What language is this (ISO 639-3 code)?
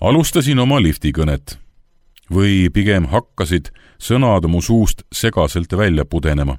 est